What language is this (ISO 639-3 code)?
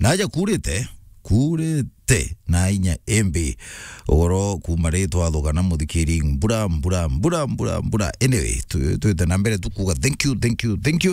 mer